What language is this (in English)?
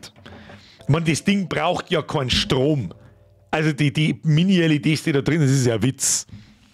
Bavarian